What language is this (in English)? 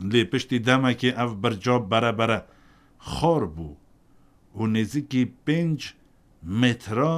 Kurdish